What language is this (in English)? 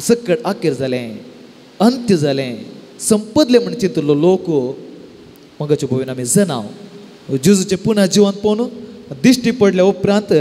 Konkani